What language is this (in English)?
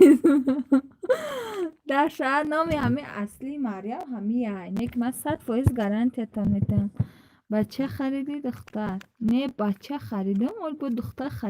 Tajik